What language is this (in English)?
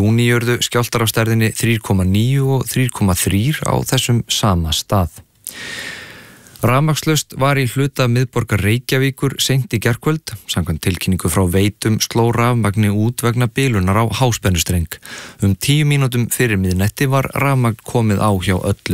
Icelandic